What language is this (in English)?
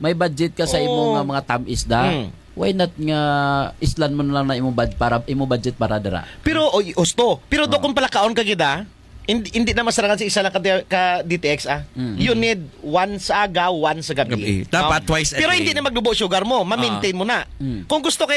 Hiligaynon